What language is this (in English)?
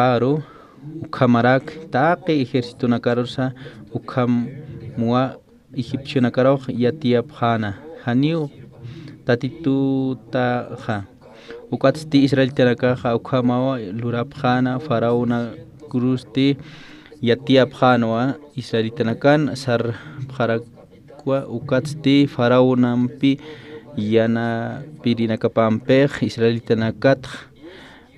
Aymara